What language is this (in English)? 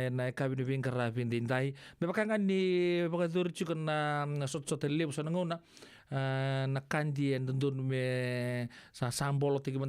Fijian